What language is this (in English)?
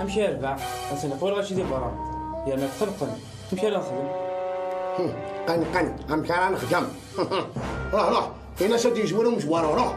Kabyle